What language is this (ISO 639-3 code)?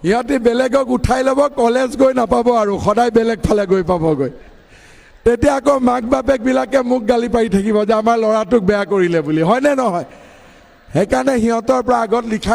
asm